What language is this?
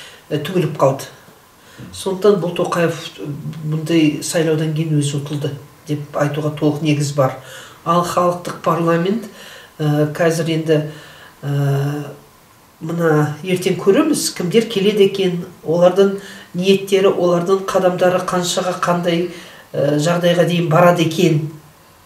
Kazakh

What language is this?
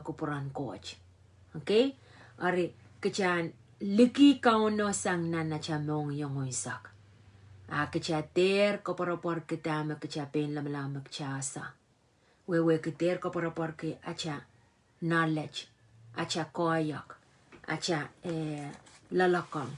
Pohnpeian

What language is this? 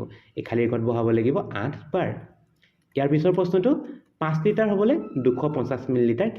Assamese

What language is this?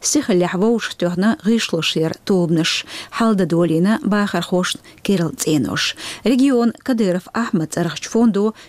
Chechen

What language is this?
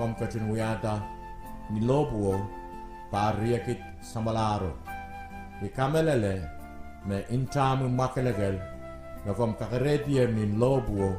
Pohnpeian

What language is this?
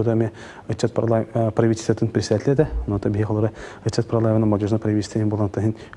Yakut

